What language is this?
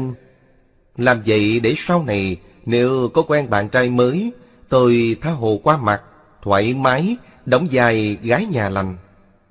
Vietnamese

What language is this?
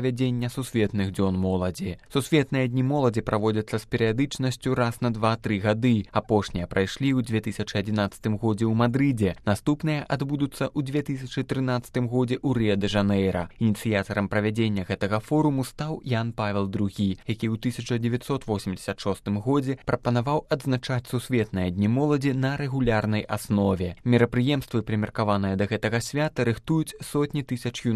Belarusian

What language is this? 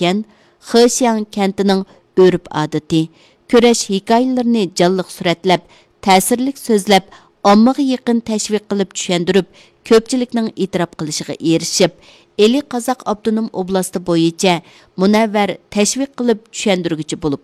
Uyghur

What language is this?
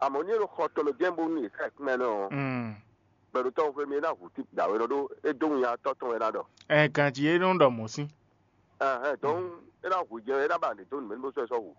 Fon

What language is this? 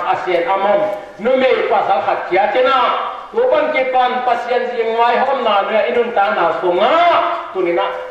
Tedim Chin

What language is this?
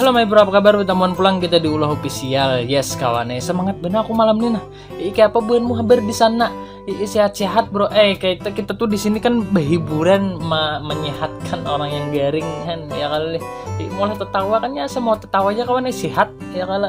Banjar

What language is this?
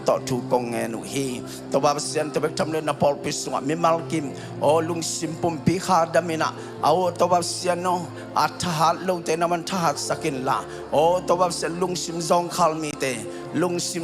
Tedim Chin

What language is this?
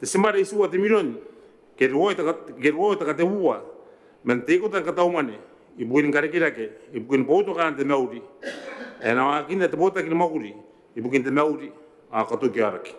Gilbertese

